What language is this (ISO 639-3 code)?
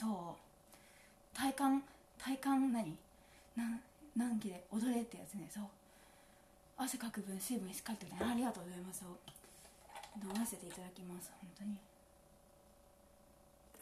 jpn